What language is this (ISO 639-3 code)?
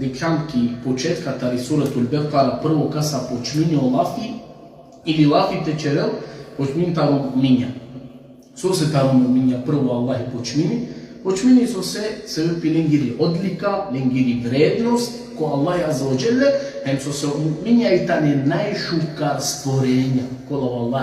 rmn